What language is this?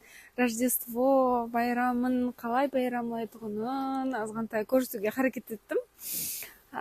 Kara-Kalpak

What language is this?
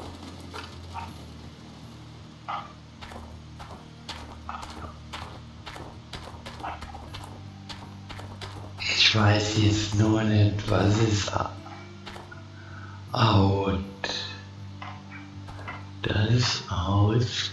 German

